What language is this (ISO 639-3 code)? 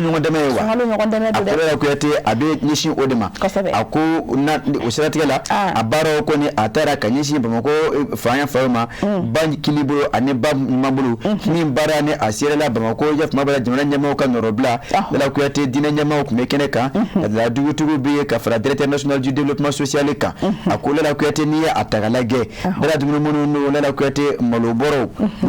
bam